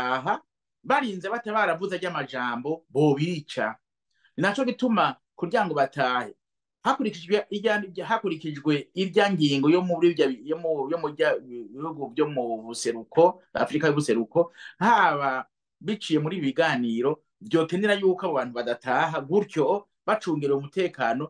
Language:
Rundi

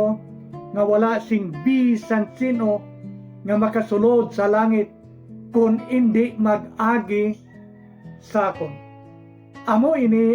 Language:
Hiligaynon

